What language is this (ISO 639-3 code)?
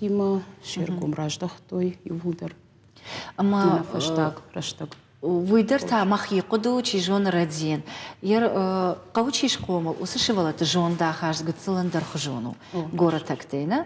oss